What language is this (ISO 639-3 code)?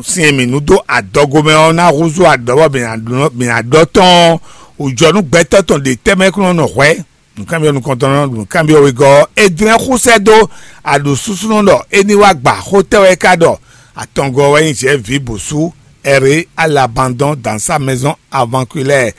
fon